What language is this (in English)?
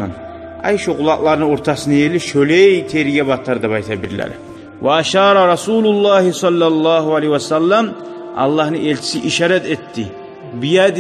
Kumyk